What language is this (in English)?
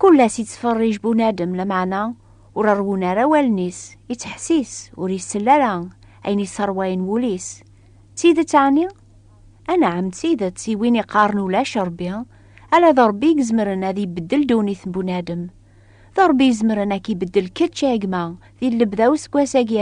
Kabyle